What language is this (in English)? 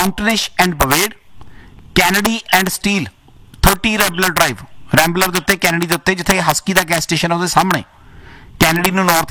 Punjabi